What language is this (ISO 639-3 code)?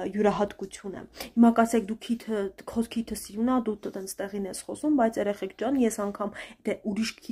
hye